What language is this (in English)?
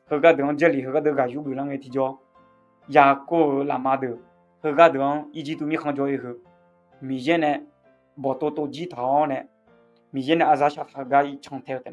Akha